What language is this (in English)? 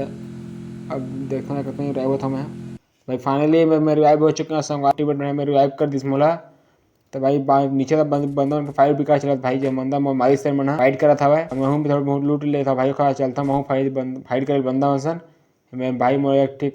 Chhattisgarhi